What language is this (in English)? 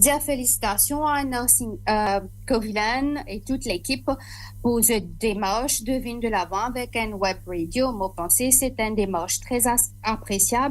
Morisyen